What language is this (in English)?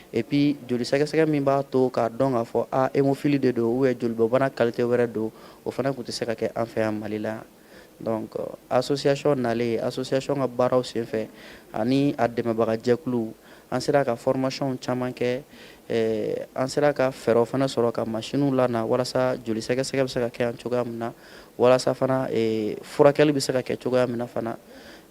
Bambara